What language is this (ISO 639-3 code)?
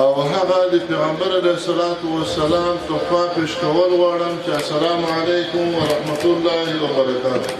pus